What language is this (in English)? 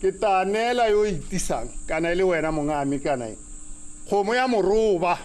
Tswana